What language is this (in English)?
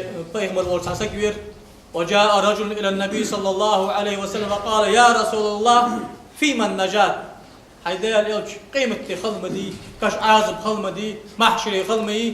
Ingush